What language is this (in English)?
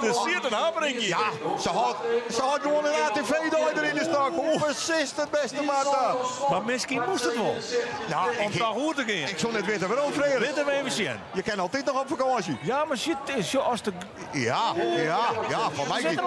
Western Frisian